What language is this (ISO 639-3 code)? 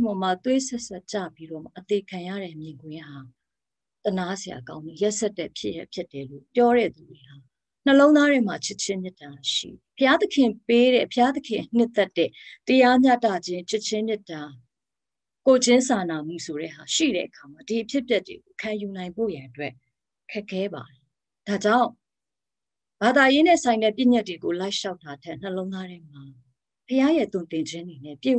mya